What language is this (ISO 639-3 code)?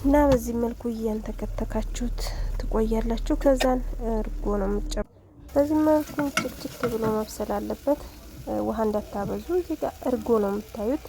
amh